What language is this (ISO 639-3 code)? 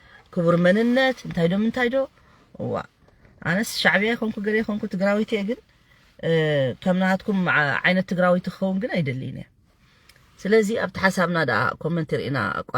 tir